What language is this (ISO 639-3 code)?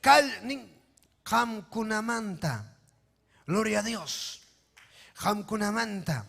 quy